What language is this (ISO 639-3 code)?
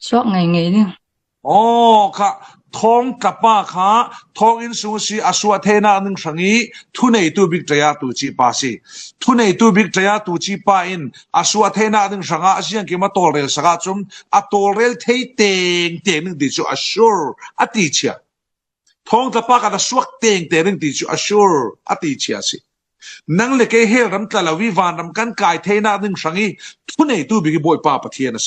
cfm